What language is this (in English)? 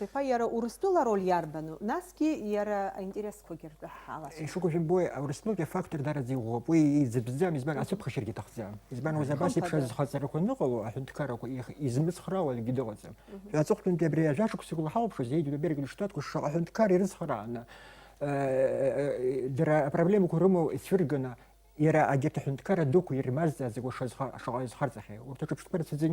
Abkhazian